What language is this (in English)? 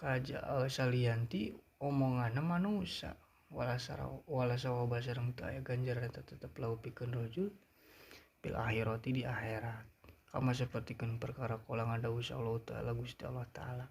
Sundanese